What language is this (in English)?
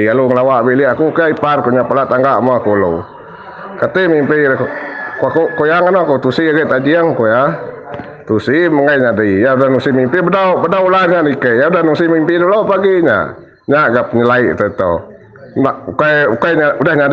Iban